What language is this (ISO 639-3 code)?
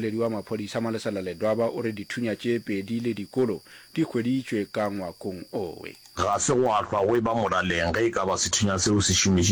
nso